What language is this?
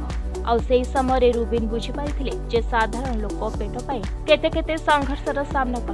Odia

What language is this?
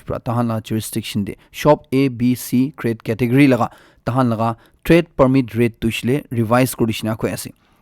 Naga Pidgin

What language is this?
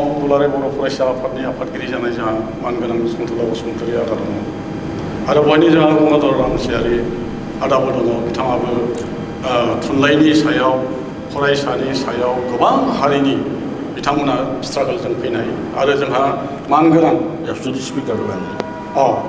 Bodo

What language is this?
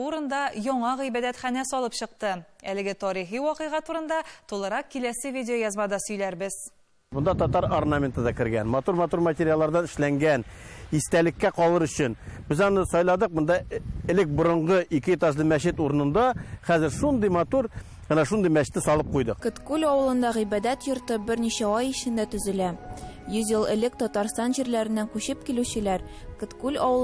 Tatar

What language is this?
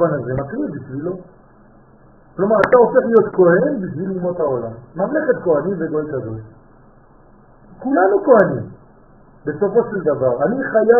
Hebrew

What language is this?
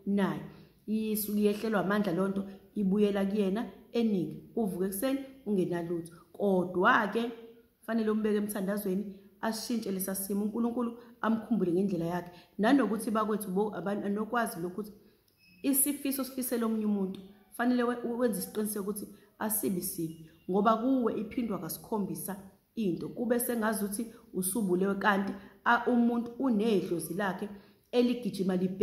Zulu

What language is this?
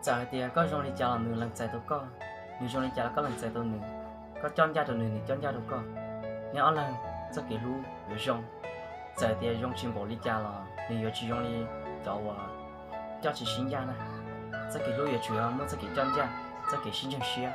Hmong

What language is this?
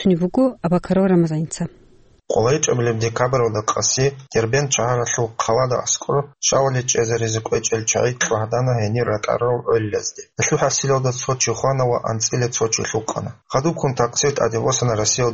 Avaric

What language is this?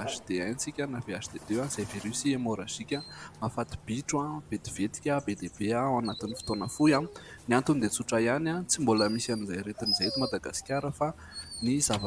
Malagasy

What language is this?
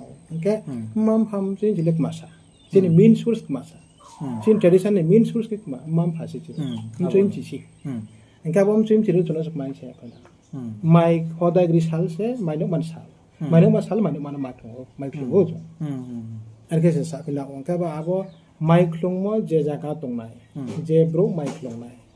Riang (India)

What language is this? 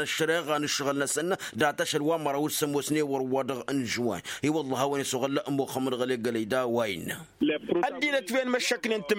Tamasheq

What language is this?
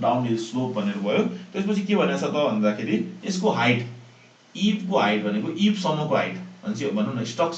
Nepali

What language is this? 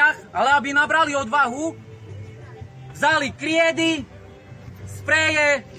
Slovak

